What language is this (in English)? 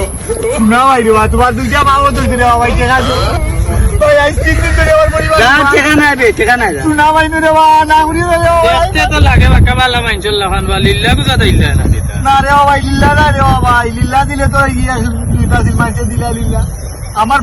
Sylheti